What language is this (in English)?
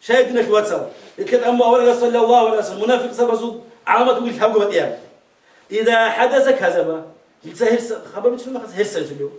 Avaric